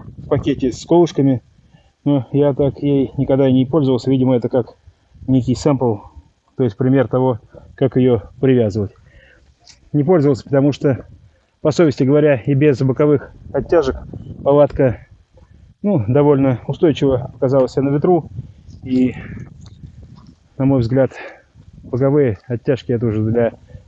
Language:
Russian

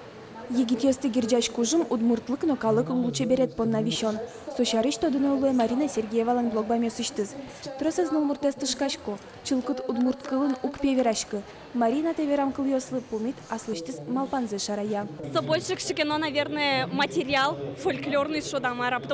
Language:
Udmurt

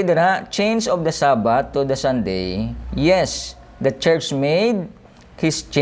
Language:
Hiligaynon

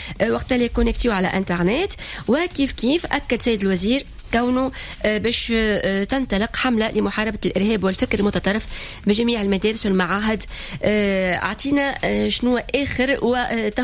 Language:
Tunisian Arabic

